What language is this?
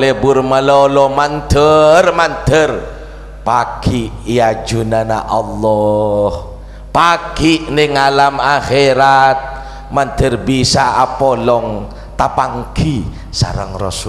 Madurese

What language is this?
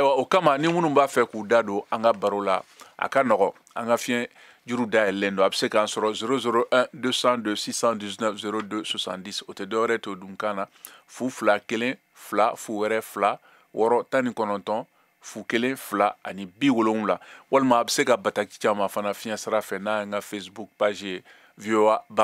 Bambara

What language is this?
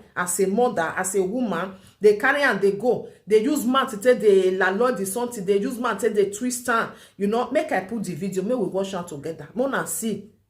Nigerian Pidgin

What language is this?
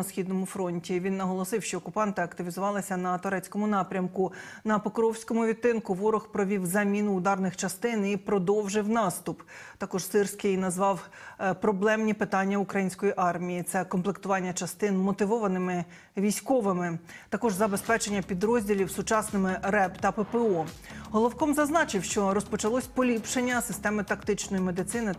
Ukrainian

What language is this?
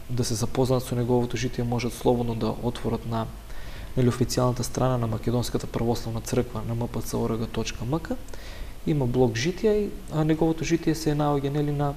Macedonian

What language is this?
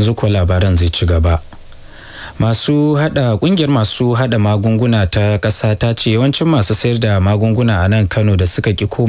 Hausa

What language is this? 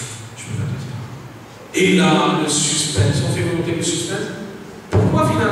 French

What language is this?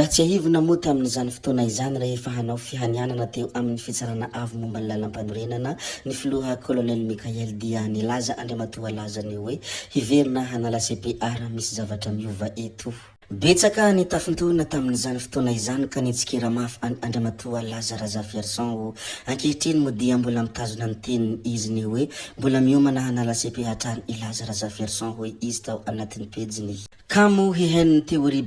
Malagasy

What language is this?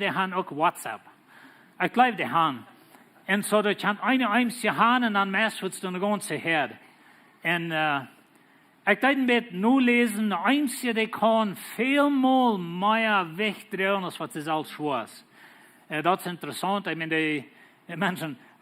Plautdietsch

